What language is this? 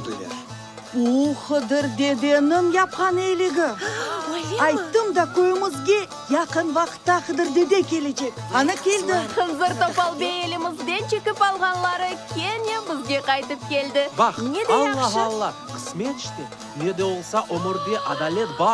Crimean Tatar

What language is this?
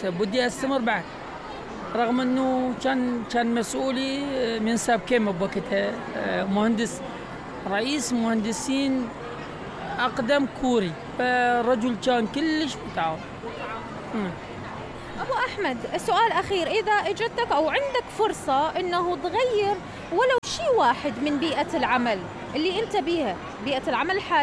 Mesopotamian Arabic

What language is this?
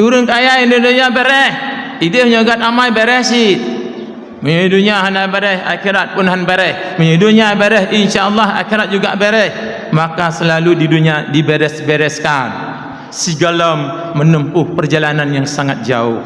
Achinese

